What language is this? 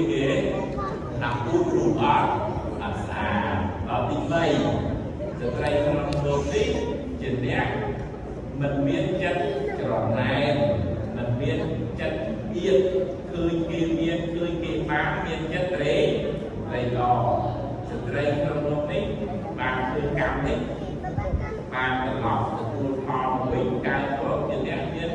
Khmer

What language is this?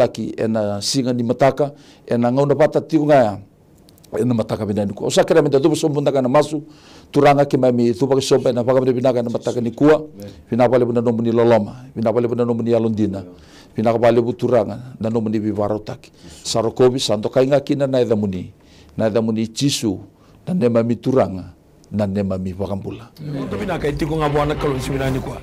Fijian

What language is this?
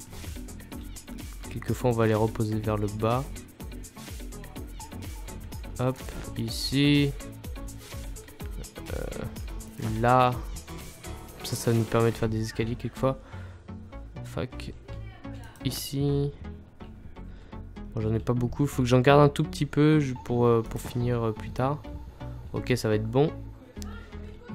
French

